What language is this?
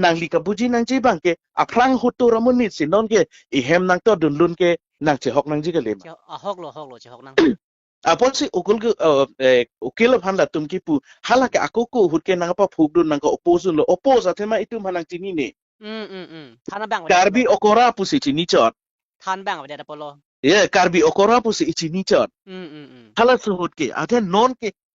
Karbi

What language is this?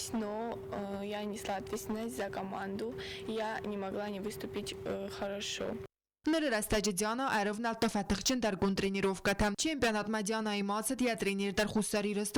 Ossetic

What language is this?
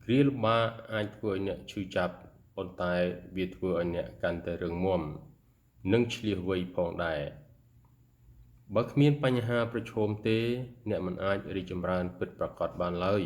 Khmer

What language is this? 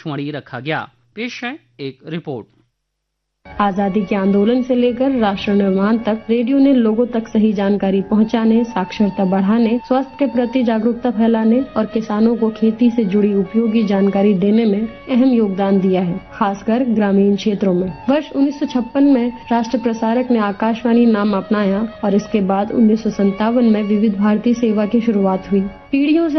Hindi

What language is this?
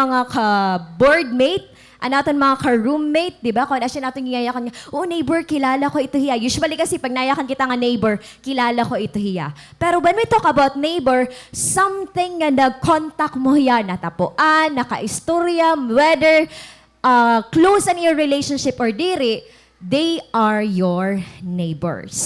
Waray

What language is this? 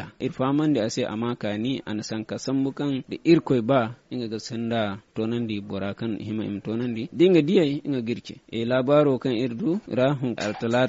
Zarma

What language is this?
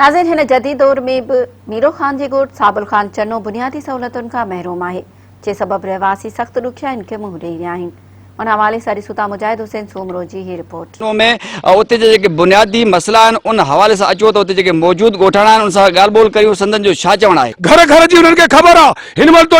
Sindhi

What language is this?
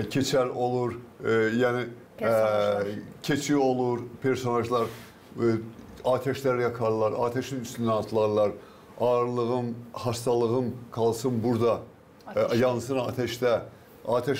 Gagauz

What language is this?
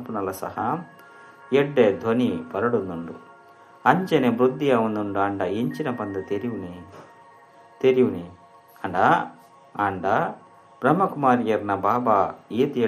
Tulu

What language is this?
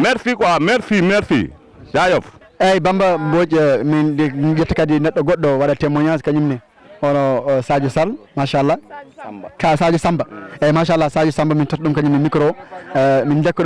Fula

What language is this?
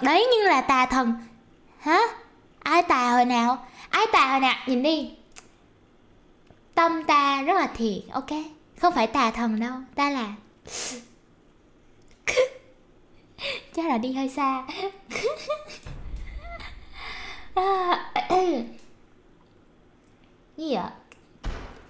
Vietnamese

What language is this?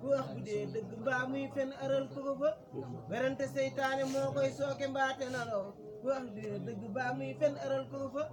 Wolof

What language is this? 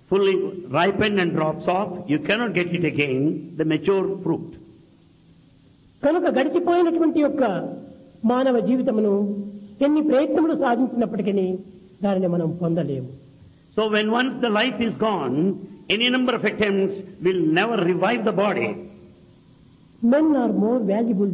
Telugu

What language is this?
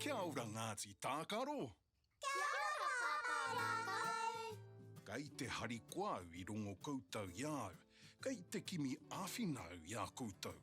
Māori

